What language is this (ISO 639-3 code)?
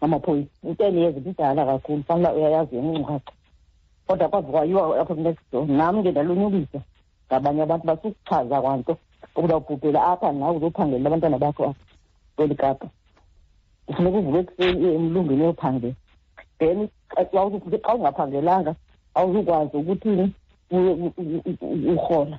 xho